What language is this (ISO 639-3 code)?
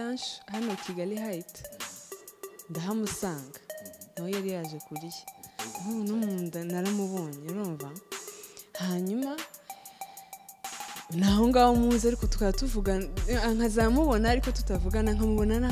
kin